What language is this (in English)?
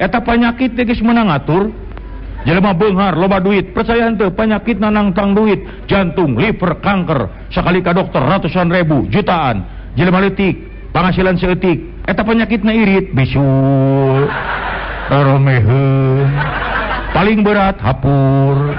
Sundanese